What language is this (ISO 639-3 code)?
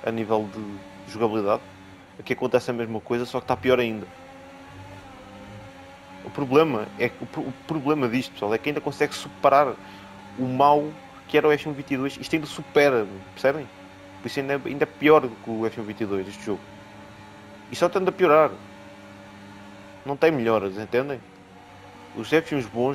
por